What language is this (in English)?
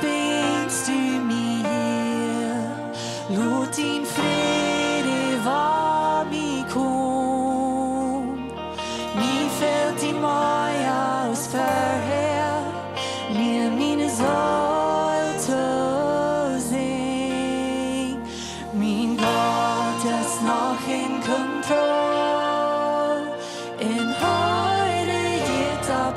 Plautdietsch